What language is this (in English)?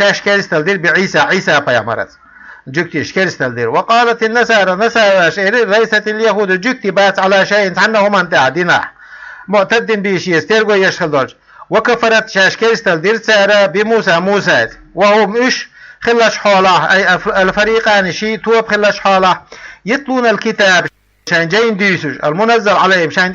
Chechen